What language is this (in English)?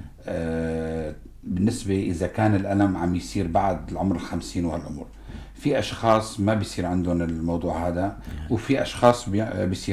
North Levantine Arabic